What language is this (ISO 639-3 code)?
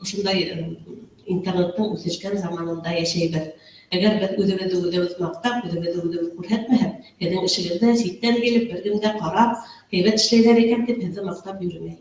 bak